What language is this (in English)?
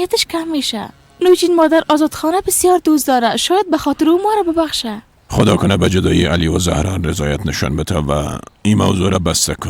Persian